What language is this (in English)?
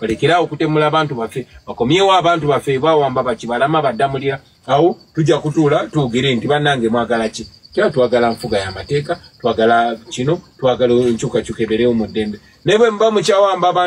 Ganda